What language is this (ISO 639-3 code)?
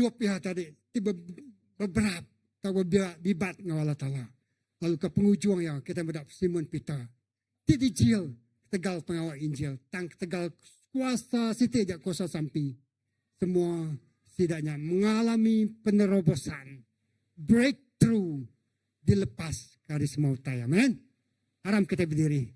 iba